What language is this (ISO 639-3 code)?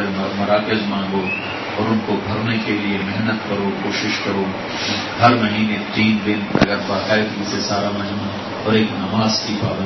urd